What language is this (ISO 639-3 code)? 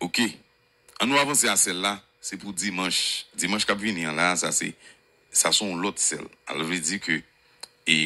hat